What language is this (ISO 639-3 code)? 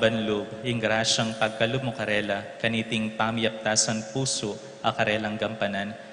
pam